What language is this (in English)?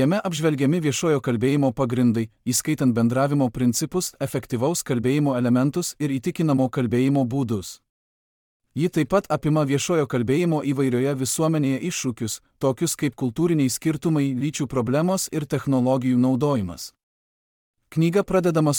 Lithuanian